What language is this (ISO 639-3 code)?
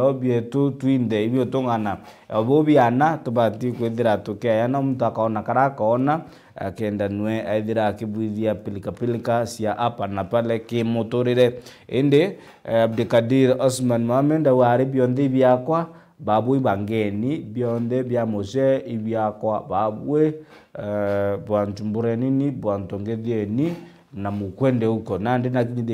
mer